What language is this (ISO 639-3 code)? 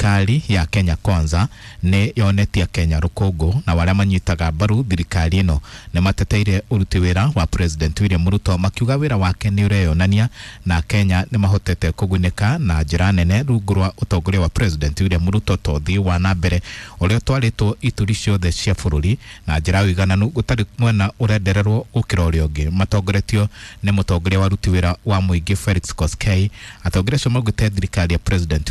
kik